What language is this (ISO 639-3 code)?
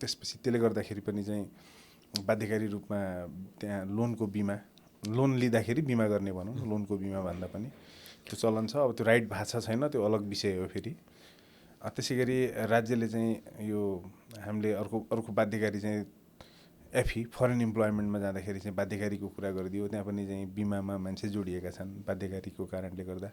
nep